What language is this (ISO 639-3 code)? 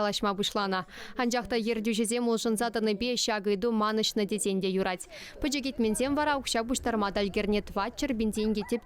chv